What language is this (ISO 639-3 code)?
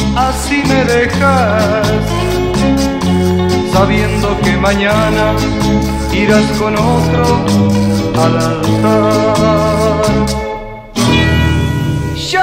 spa